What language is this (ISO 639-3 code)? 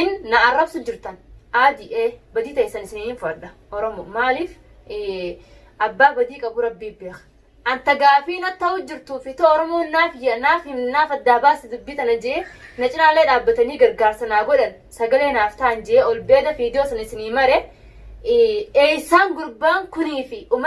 orm